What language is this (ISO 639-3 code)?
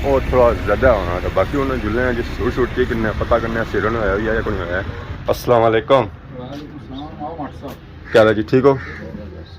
phr